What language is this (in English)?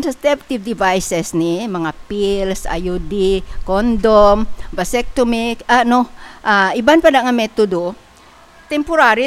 Hiligaynon